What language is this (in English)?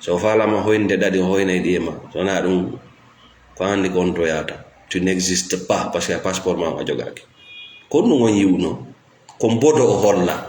Fula